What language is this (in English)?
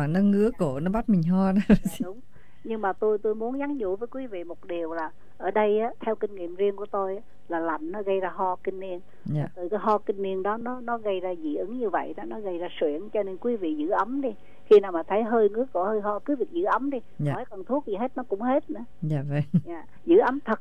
Vietnamese